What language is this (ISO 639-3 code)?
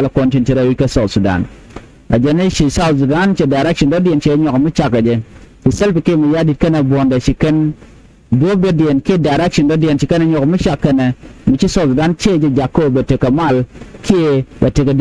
nus